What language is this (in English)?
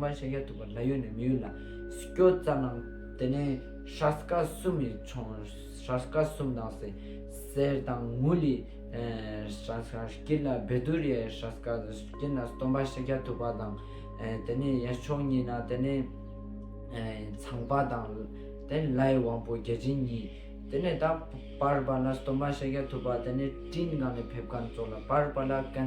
Ladakhi